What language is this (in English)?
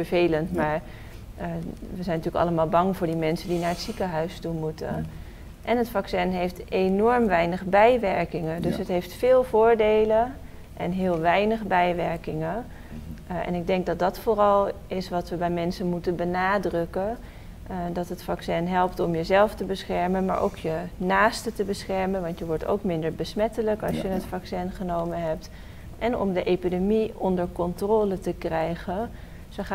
Dutch